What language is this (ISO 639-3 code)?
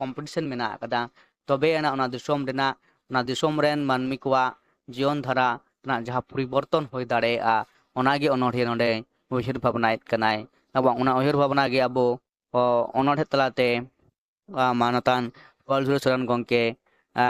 sat